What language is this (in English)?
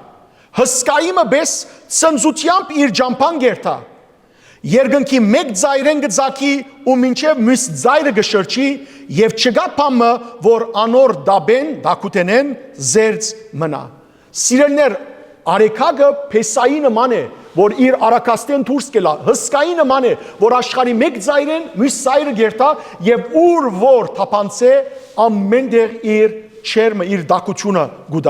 Western Armenian